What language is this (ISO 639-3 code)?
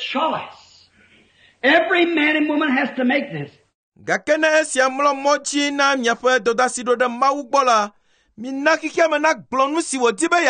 ewe